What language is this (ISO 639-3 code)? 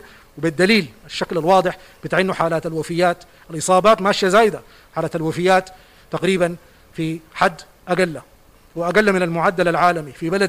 apd